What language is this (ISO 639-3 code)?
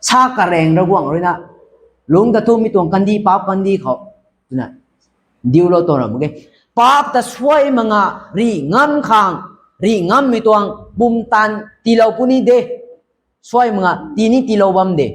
nbu